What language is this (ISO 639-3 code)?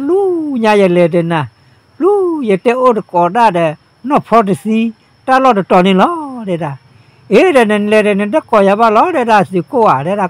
ksw